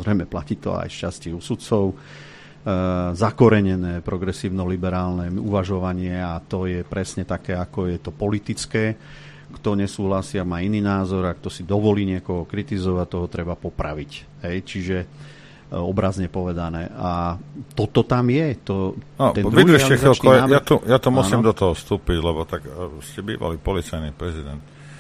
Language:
Slovak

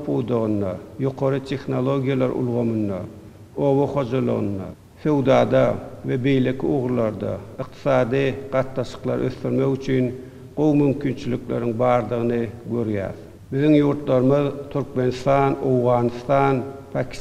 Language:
Turkmen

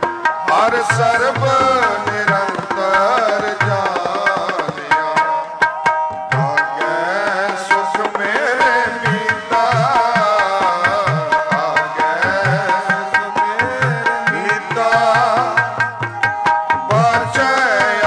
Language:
Punjabi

